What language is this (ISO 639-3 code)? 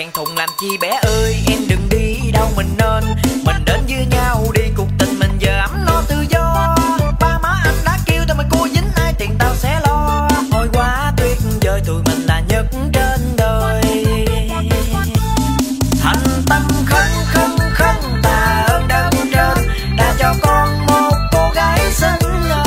vie